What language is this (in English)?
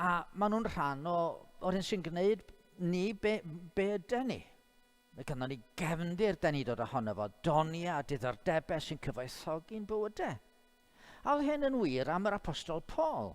Welsh